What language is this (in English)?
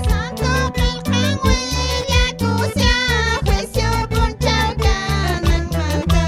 Quechua